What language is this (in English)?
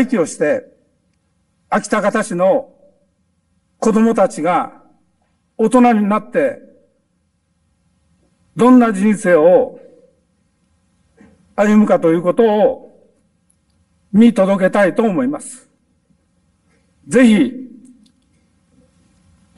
Japanese